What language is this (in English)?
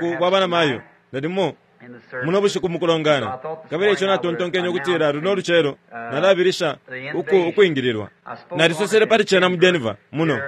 Bemba